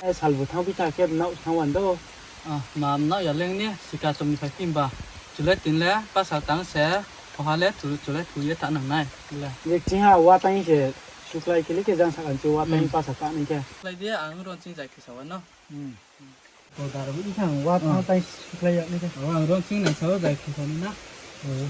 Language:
Riang (India)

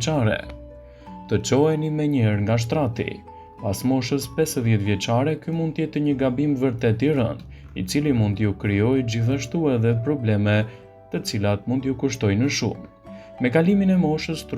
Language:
Albanian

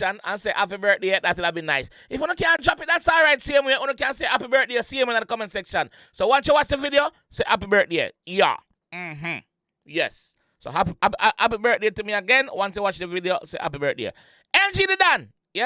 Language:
Jamaican Creole English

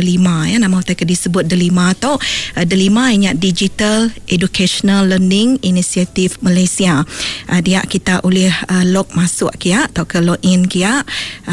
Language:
Iban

